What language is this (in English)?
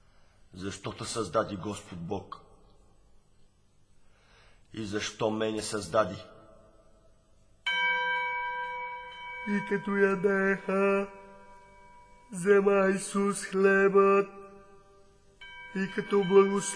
Bulgarian